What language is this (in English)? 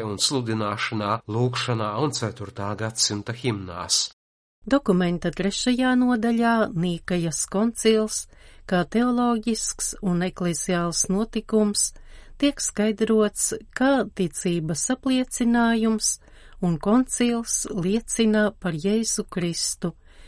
Latvian